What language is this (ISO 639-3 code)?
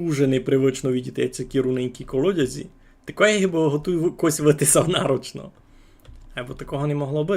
rue